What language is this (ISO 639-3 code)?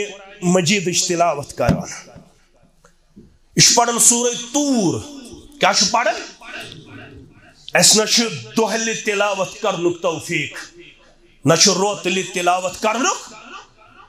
kas